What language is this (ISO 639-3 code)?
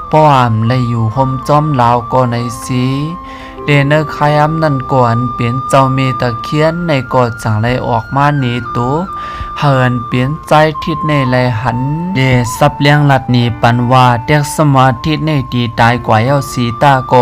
shn